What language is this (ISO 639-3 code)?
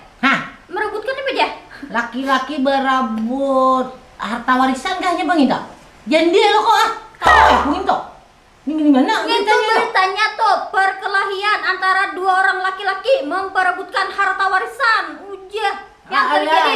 bjn